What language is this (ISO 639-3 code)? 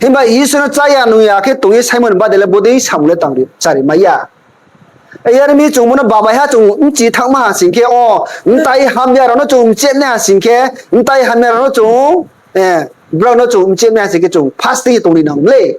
ria